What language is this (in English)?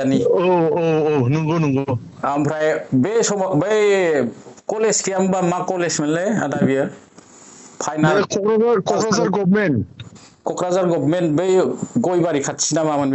Bodo